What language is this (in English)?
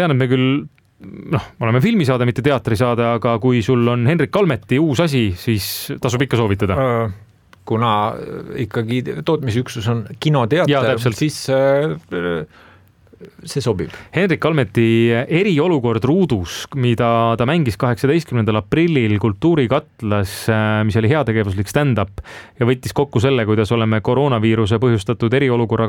Estonian